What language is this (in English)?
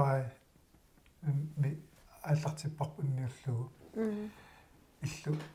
Kalaallisut